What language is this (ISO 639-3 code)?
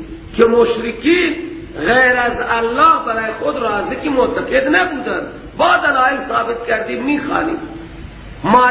fas